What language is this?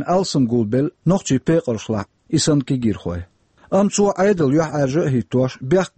Chechen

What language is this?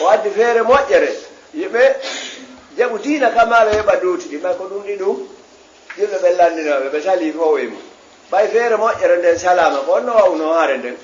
Fula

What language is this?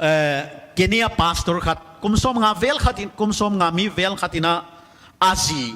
Paite Chin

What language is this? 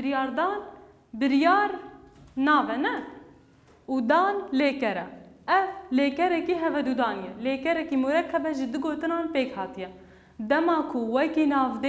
Kurdish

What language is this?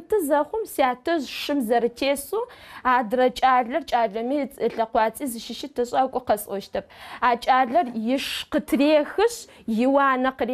Adyghe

